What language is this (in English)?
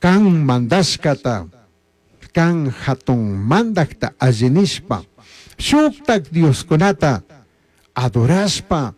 Chimborazo Highland Quichua